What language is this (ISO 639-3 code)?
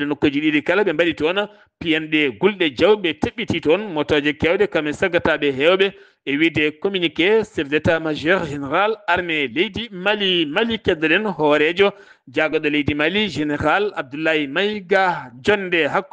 ful